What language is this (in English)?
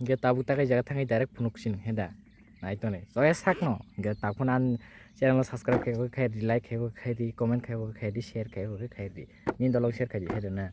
Kok Borok